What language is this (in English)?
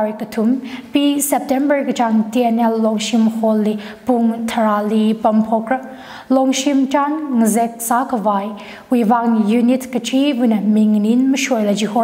Tangkhul Naga (India)